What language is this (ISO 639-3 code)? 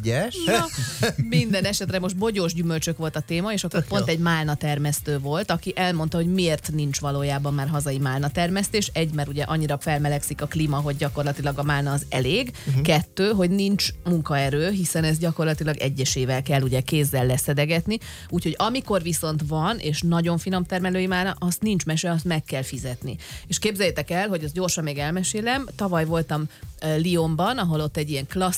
hun